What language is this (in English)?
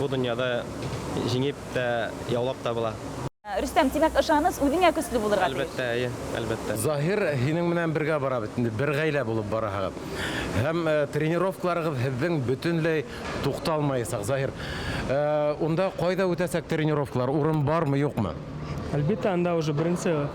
Bashkir